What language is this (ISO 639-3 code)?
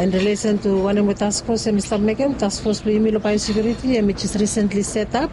bis